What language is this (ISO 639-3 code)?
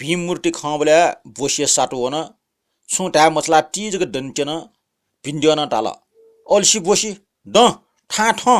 new